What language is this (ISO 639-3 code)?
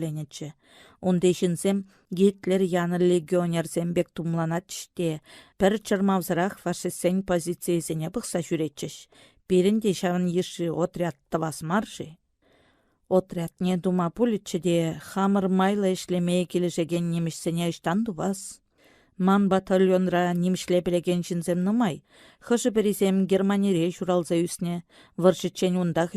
chv